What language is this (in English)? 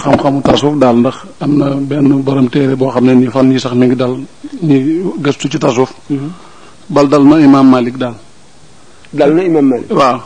Wolof